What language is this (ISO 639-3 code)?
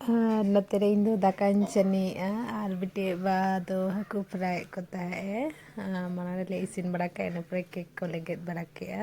sat